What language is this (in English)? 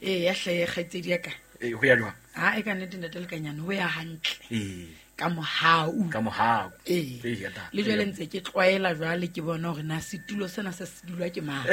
Southern Sotho